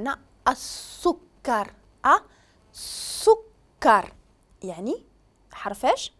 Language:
Moroccan Arabic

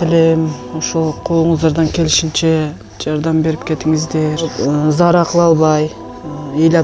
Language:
Kyrgyz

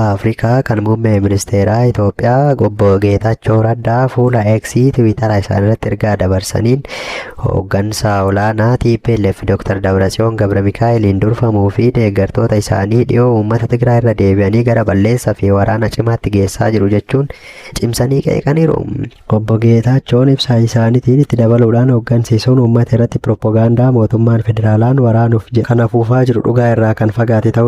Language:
Oromo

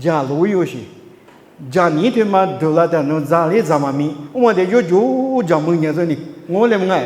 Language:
Lisu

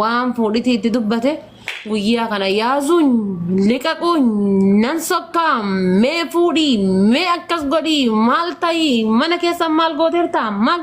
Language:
Oromo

